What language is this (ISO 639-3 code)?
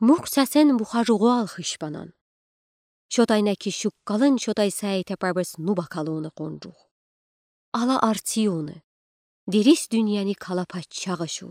udi